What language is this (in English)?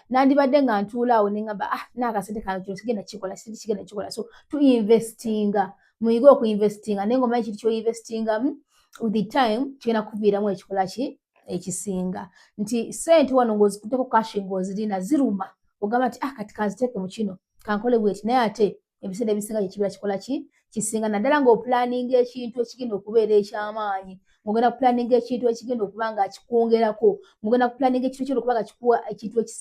Ganda